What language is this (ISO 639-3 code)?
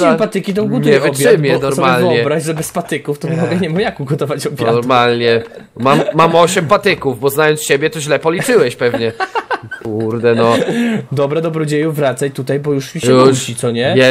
pol